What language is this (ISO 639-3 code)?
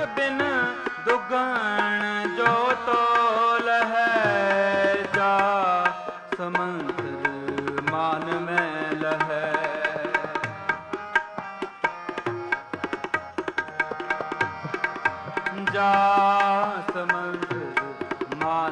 pan